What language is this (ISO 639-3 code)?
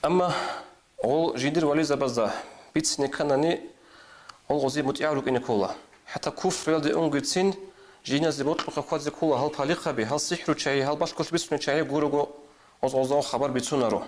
ava